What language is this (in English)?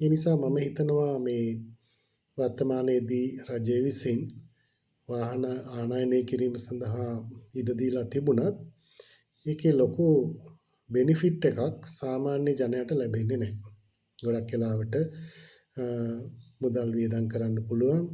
Sinhala